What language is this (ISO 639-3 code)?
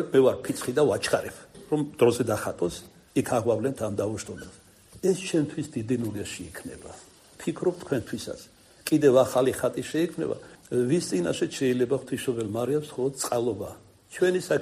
kat